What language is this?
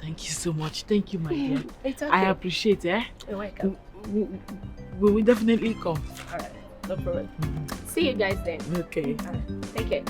Nigerian Pidgin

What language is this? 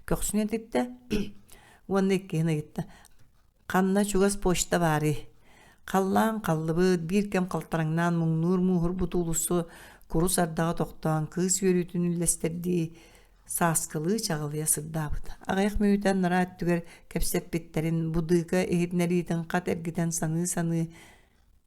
Yakut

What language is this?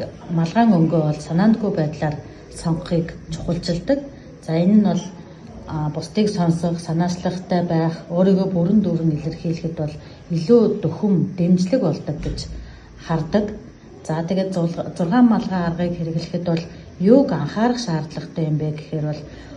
Mongolian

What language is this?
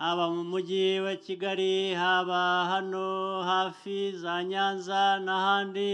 Kinyarwanda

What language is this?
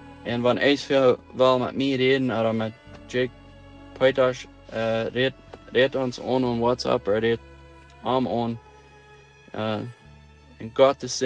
Plautdietsch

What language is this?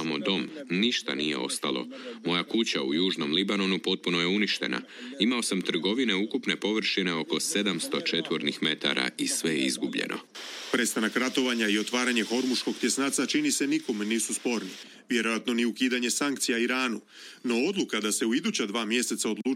Croatian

